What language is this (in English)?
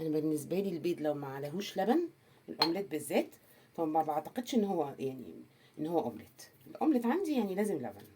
Egyptian Arabic